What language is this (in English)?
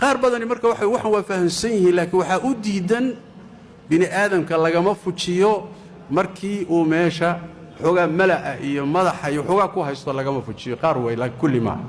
Somali